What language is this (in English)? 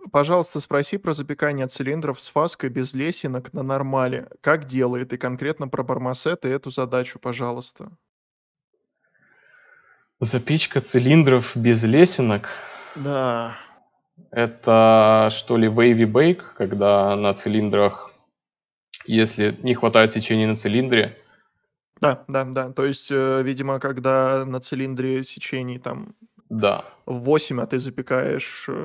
Russian